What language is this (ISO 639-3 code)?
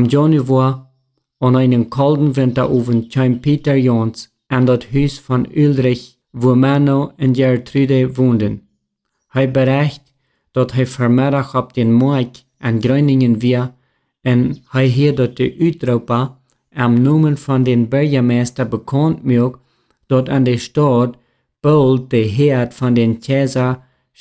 pdt